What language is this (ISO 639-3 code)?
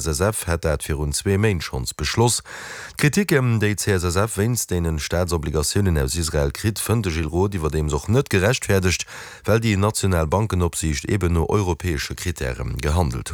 ltz